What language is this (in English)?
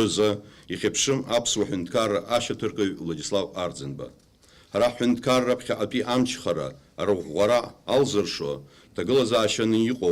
Abkhazian